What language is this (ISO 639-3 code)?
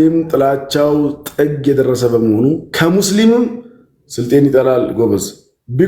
amh